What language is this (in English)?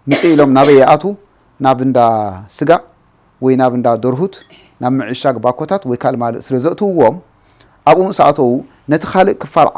Tigrinya